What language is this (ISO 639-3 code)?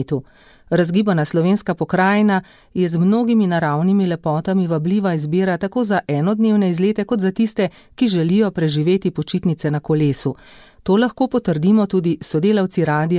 slv